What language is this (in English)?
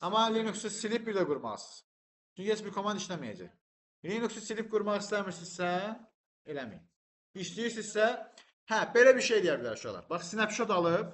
Azerbaijani